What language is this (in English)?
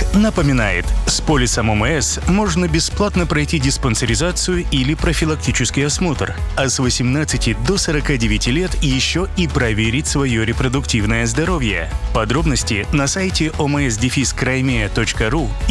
Russian